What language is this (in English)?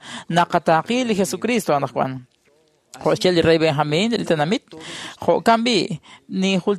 Kekchí